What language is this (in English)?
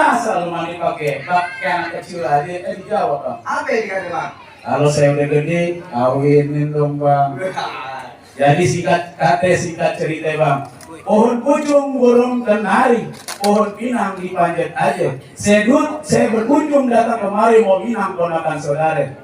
Betawi